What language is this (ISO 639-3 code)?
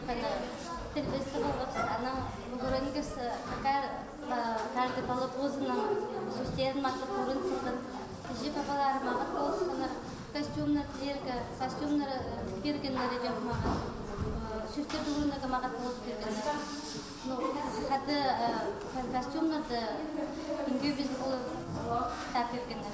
kjh